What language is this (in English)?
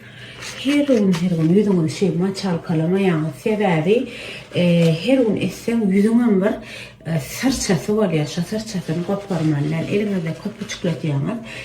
Turkmen